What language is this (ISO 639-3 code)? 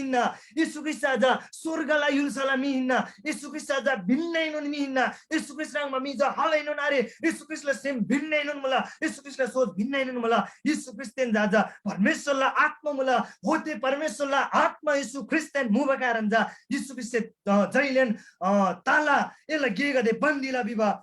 taj